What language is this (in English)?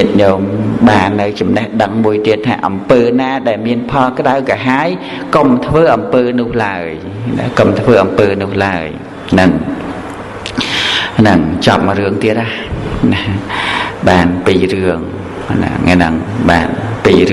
Khmer